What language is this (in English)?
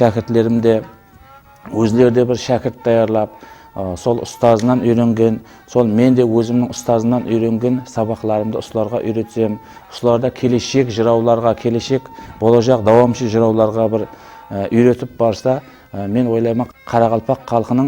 Kara-Kalpak